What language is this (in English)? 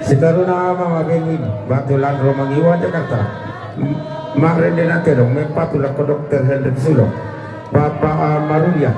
Toraja-Sa'dan